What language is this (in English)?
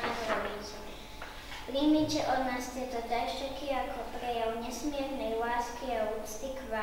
Slovak